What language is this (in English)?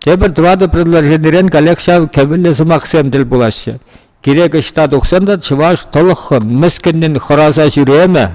Chuvash